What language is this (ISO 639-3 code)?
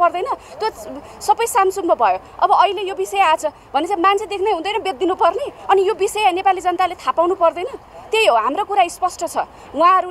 nep